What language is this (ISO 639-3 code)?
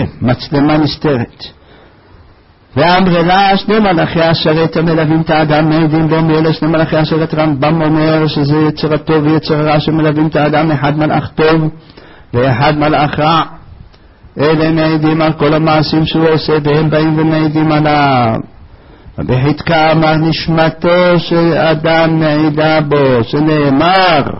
heb